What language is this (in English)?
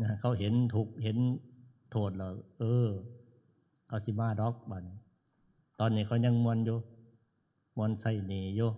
Northeastern Thai